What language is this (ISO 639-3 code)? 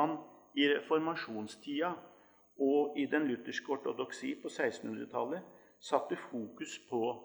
nor